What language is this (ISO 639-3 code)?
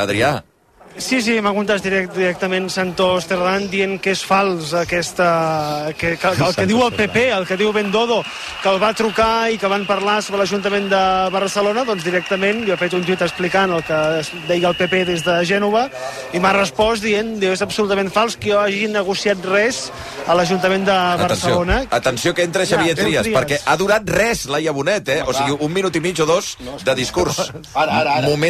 cat